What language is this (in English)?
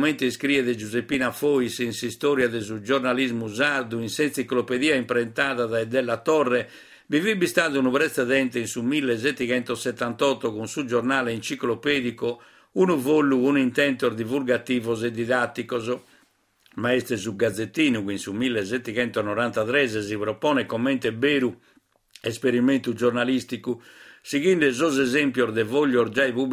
Sardinian